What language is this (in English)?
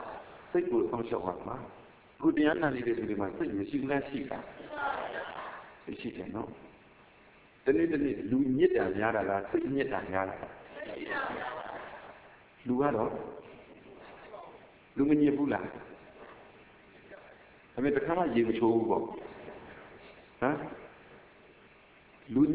Burmese